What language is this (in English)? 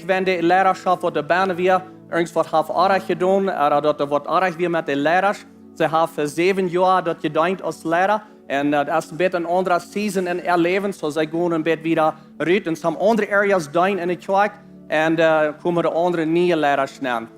Plautdietsch